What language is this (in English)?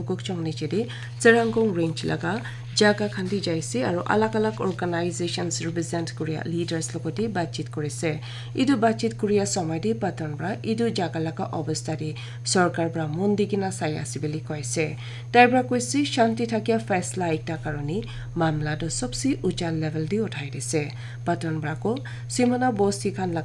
Naga Pidgin